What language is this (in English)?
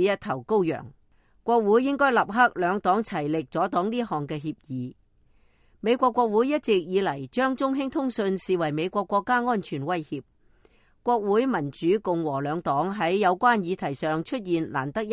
Cantonese